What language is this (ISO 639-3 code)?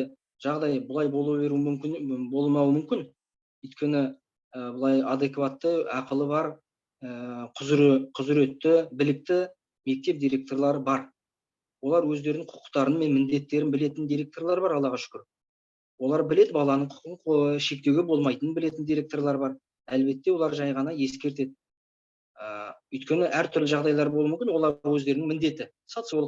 kaz